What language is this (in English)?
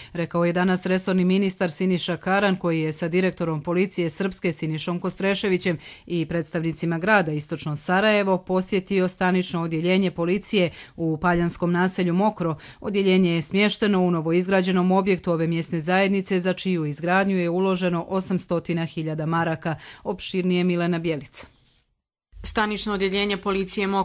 Serbian